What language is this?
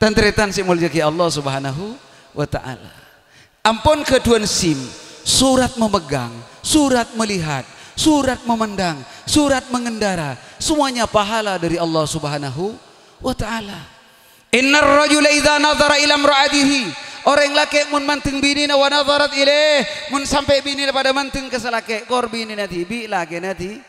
Madurese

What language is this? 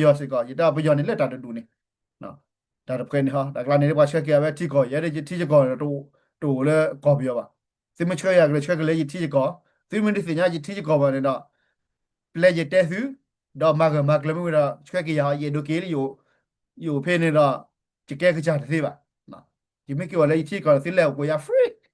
S'gaw Karen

